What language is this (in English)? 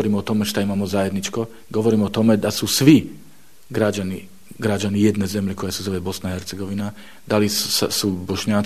Bosnian